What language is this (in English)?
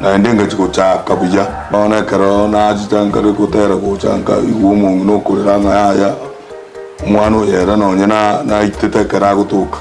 Gusii